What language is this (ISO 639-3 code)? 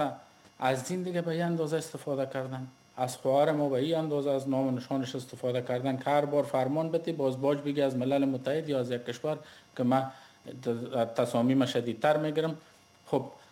fas